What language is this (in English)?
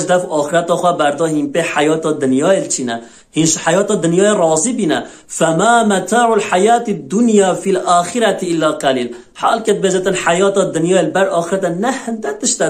Kurdish